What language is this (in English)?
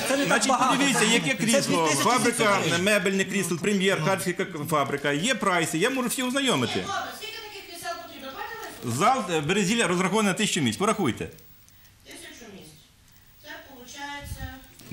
Ukrainian